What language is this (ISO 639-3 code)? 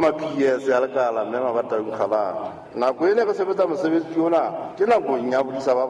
sot